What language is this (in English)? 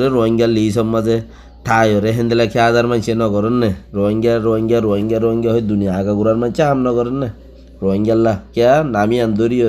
Rohingya